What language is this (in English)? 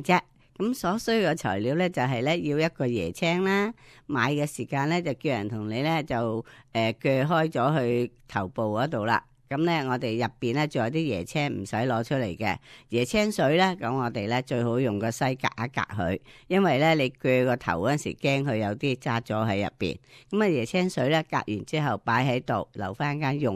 Cantonese